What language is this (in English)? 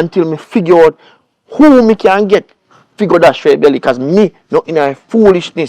Jamaican Creole English